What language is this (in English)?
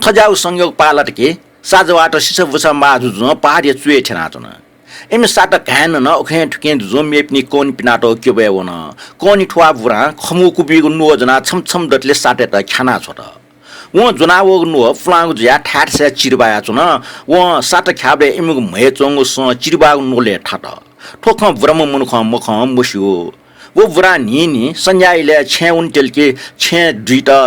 Newari